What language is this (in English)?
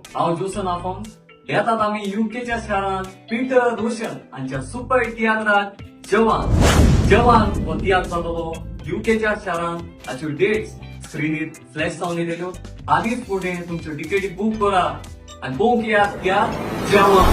Konkani